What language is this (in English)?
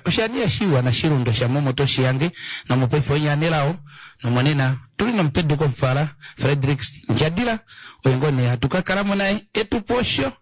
Kuanyama